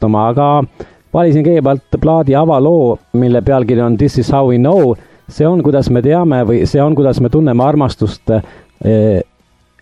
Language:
Estonian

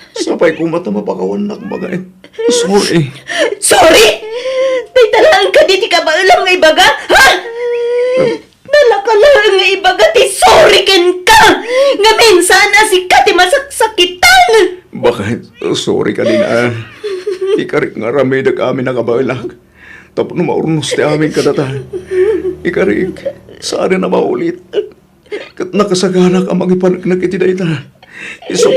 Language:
Iloko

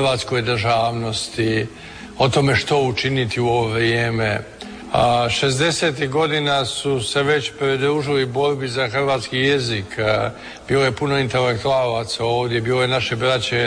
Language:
Croatian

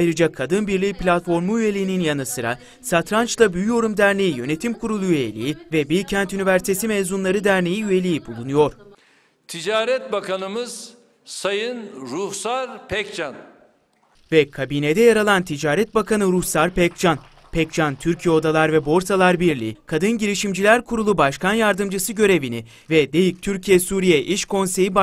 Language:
Turkish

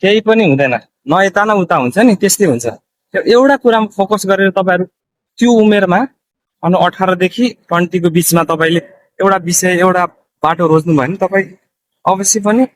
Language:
Nepali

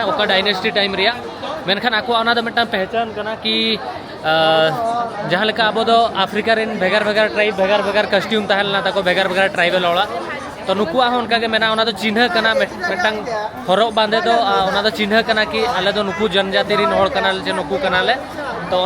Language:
Santali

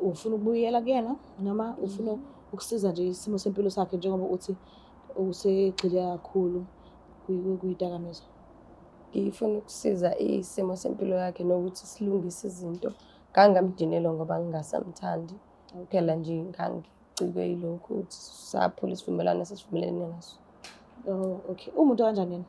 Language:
Zulu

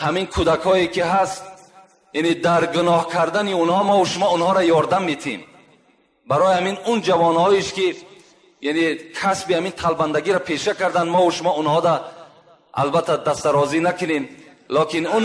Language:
Tajik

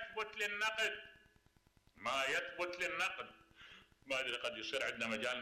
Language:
Mesopotamian Arabic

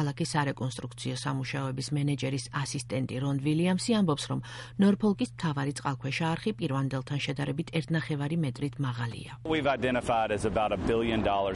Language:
Georgian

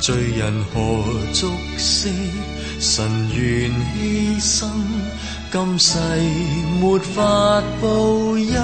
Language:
Cantonese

